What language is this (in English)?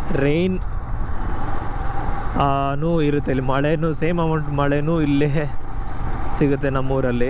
Kannada